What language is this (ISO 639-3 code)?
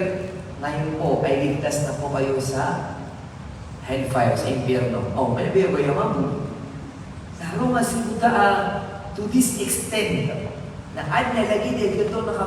mrw